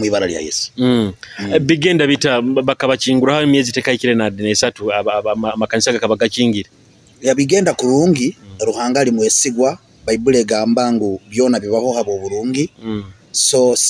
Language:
Nyoro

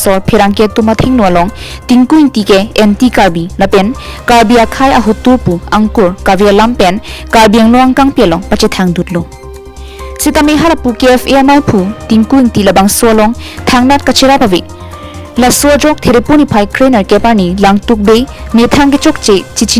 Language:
Karbi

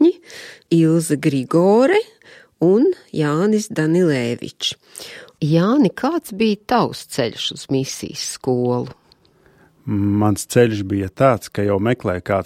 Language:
Latvian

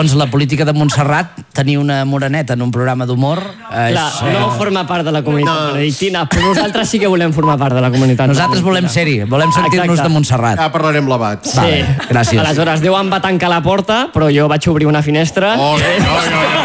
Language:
Catalan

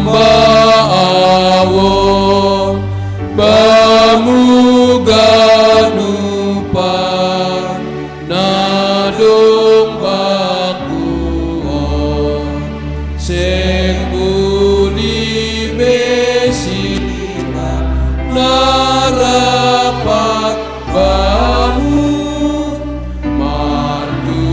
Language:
Batak Simalungun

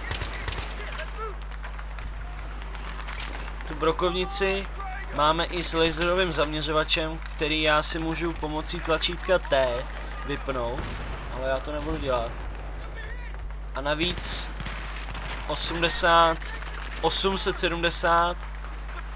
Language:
Czech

